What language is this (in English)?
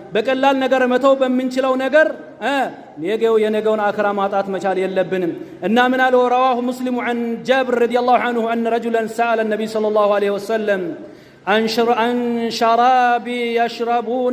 Amharic